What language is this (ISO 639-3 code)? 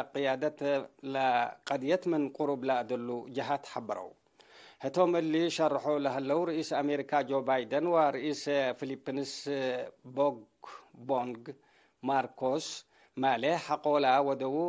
tig